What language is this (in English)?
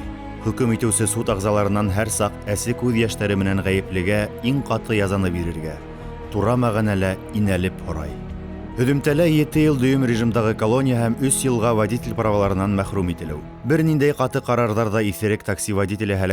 Bashkir